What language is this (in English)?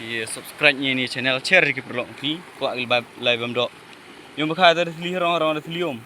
Khasi